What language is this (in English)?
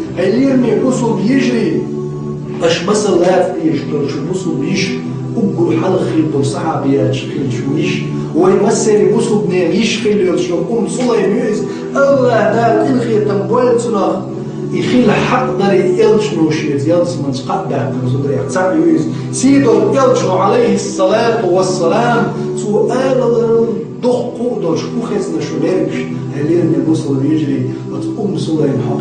Chechen